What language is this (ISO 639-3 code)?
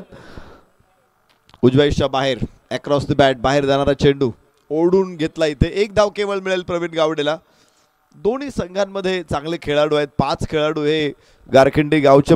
mar